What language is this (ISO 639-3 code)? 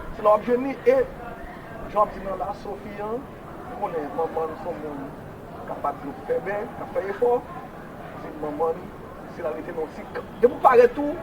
hat